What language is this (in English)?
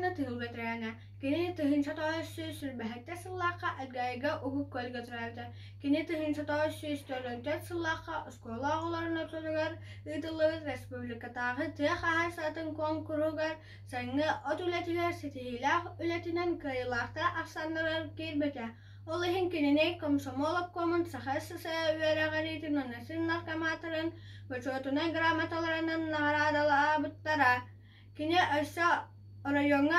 Yakut